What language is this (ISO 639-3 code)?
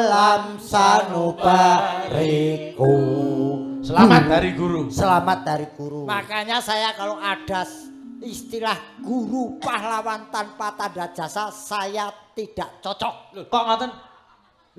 jav